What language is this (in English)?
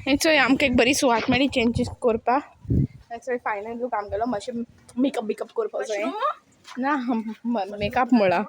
Konkani